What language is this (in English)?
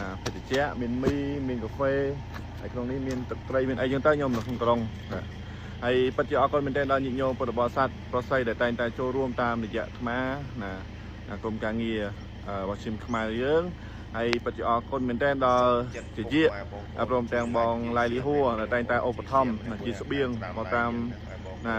Khmer